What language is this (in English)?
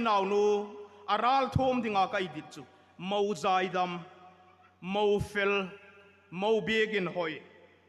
Hmar